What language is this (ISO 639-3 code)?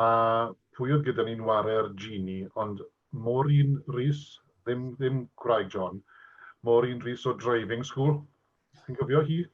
cym